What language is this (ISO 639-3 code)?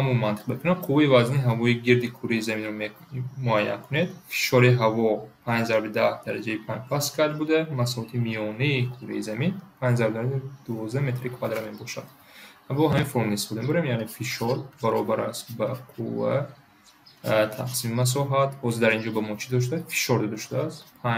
tgk